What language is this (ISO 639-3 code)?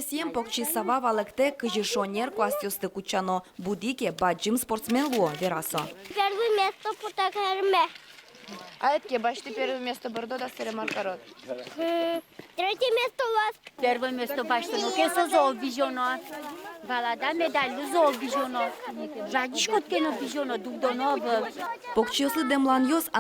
udm